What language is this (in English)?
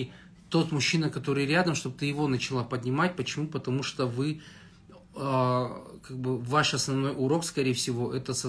Russian